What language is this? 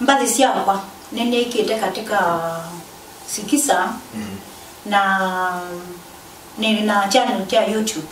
Kamba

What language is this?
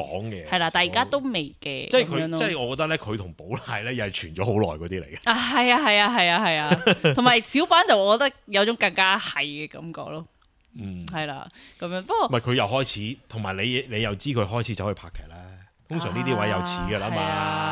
Cantonese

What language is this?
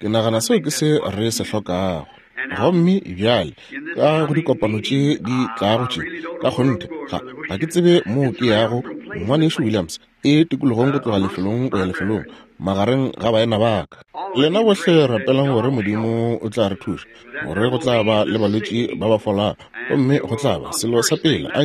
Northern Sotho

